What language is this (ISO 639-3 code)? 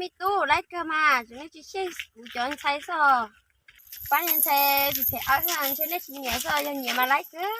hmn